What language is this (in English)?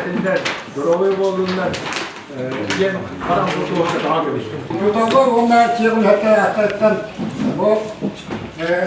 Yakut